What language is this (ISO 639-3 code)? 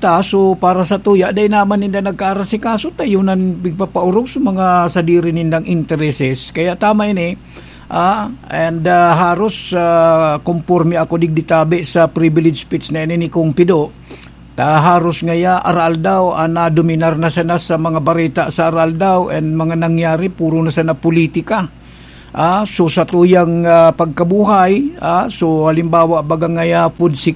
bik